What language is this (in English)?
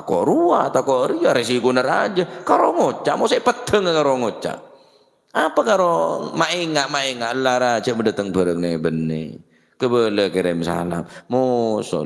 Madurese